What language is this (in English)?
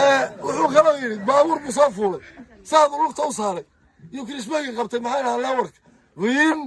Somali